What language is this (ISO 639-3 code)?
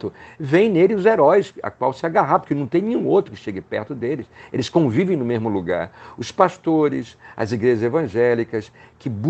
por